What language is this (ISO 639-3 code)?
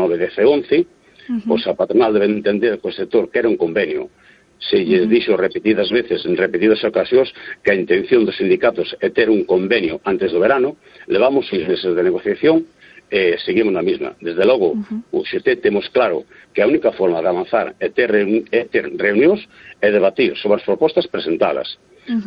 glg